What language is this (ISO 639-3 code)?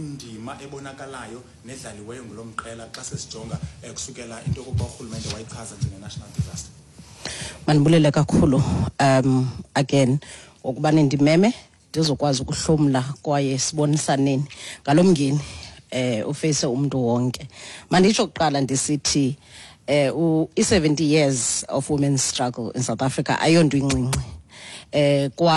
xho